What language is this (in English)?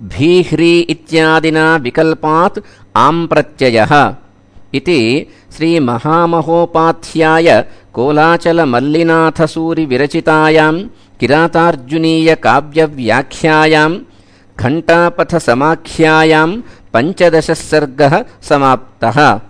Sanskrit